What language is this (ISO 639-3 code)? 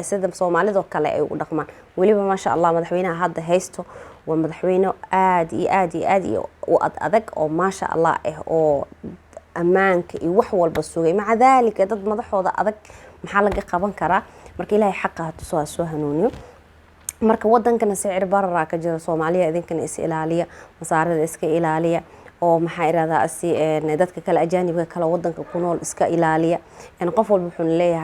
som